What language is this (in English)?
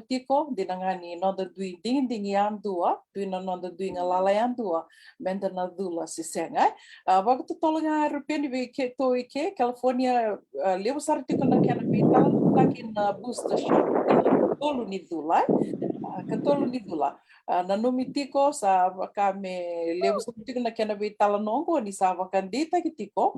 Fijian